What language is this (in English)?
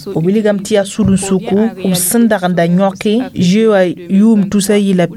Mossi